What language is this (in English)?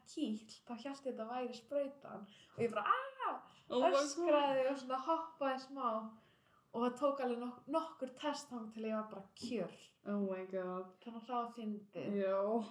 Icelandic